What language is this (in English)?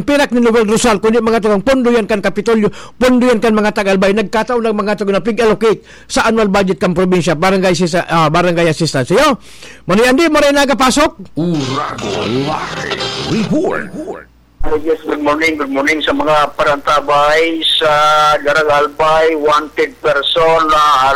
Bikol